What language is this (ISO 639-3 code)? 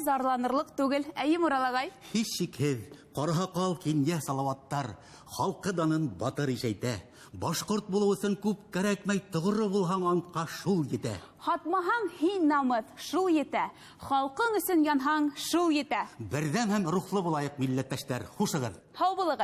bak